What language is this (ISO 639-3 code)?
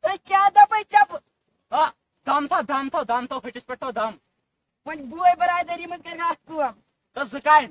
kas